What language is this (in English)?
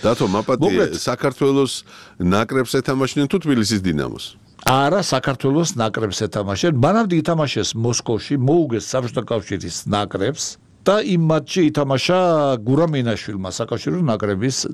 Georgian